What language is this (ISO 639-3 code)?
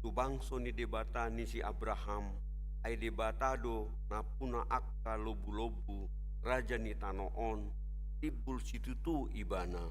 bbc